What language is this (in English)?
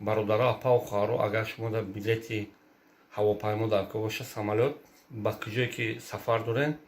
Tajik